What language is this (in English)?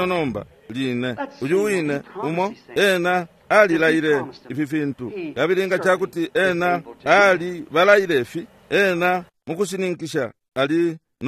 Bemba